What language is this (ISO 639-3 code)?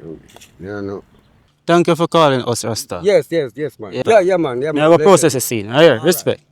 jam